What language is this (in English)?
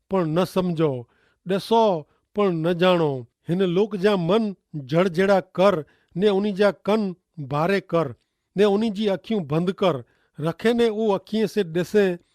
Kachhi